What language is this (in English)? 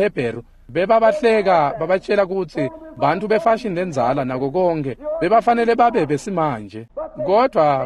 Swati